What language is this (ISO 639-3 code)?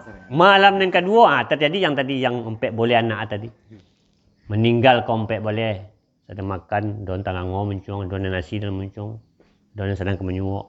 min